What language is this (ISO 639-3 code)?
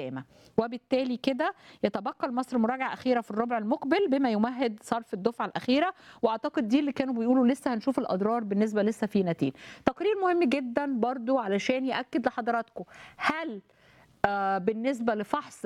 arz